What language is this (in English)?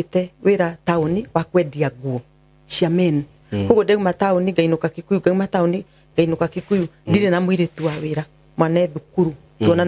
Kikuyu